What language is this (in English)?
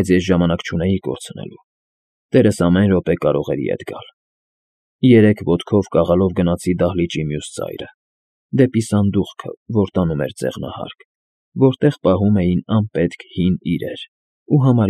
Armenian